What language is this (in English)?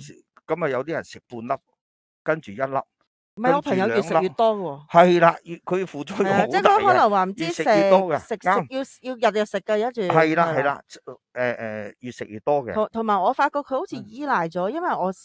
Cantonese